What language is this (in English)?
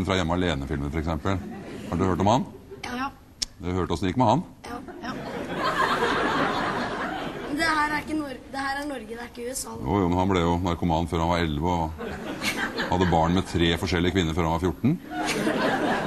Norwegian